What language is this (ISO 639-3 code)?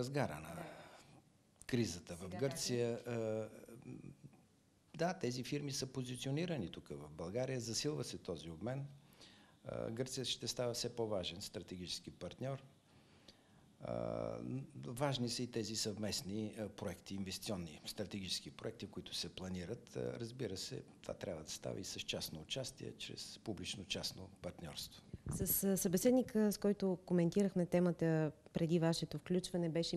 bul